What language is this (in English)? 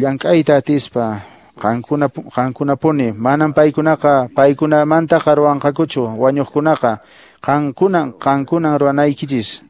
Quechua